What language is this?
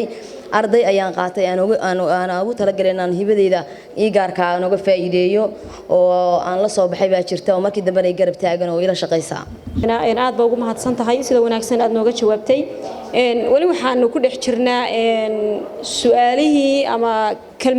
Somali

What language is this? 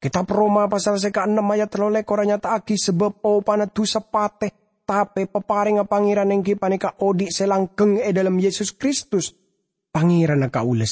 Madurese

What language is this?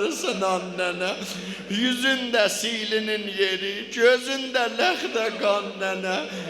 South Azerbaijani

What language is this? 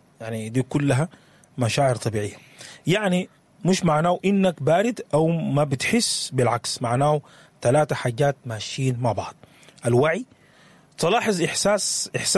Sudanese Arabic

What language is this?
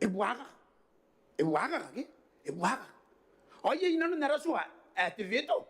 Gilbertese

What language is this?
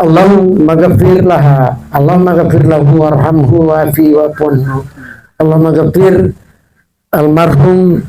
Buginese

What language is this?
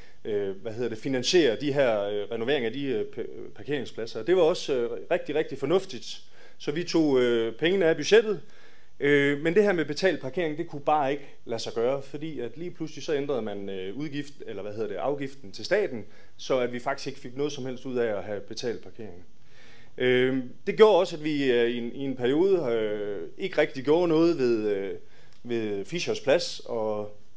Danish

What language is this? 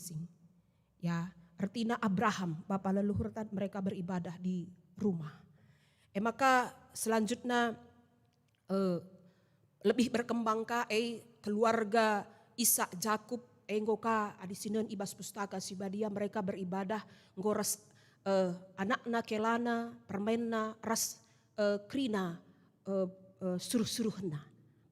Batak Karo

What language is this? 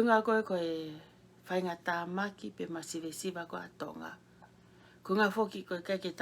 Tongan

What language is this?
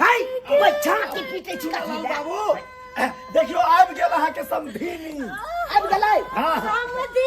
Maithili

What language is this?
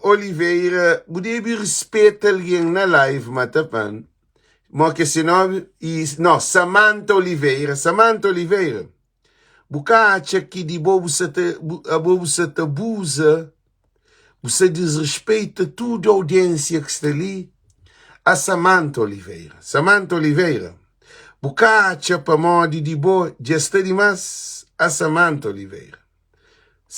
Kabuverdianu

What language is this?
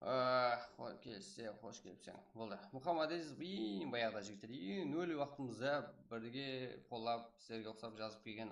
Kara-Kalpak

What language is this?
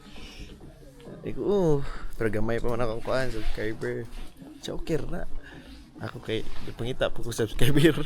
Cebuano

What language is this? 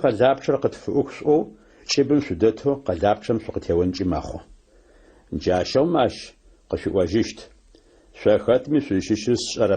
Adyghe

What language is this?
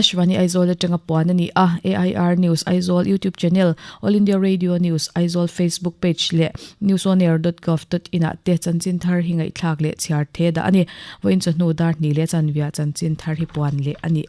Mizo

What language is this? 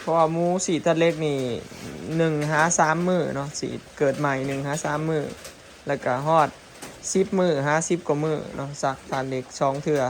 Northeastern Thai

